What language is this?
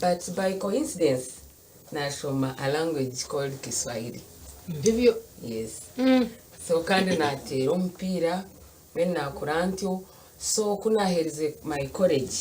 Nyankole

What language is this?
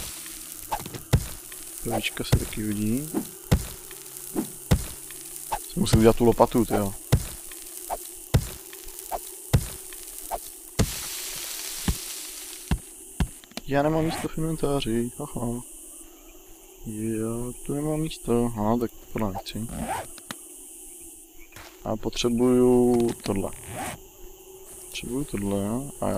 Czech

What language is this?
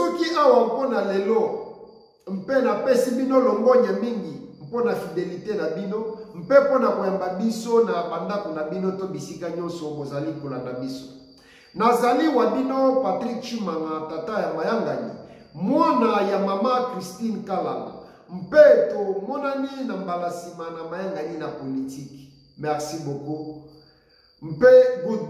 Lingala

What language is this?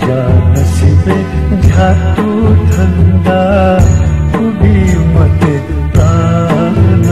Newari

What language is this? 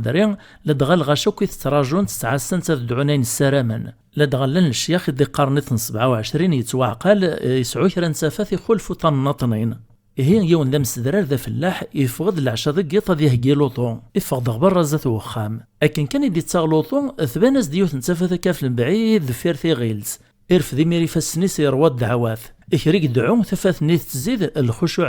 Kabyle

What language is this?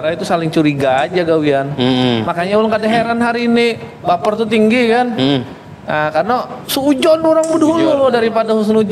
Banjar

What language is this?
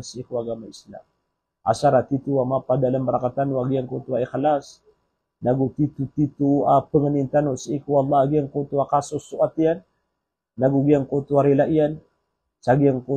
Maranao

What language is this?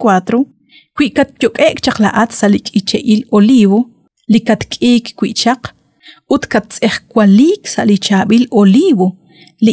Kekchí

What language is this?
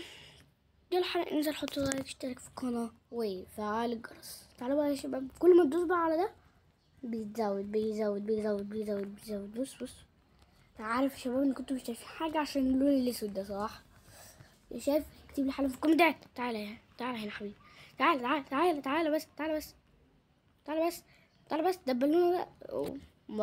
Egyptian Arabic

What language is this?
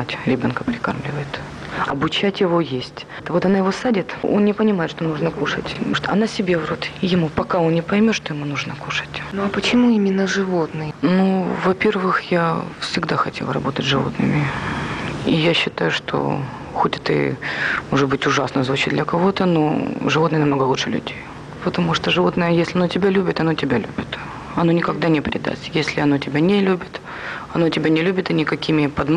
Russian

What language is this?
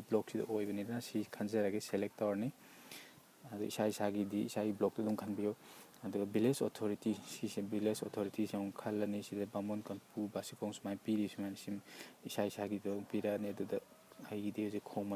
Manipuri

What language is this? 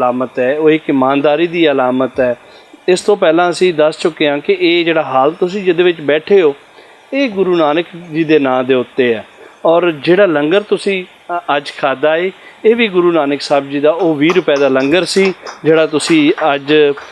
Western Panjabi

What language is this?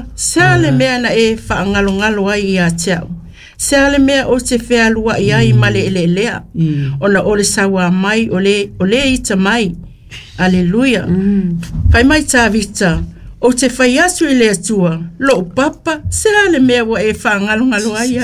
Samoan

